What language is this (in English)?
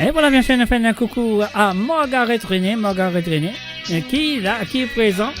Morisyen